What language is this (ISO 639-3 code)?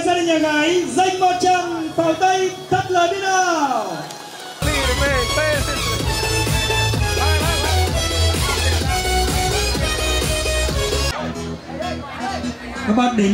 vie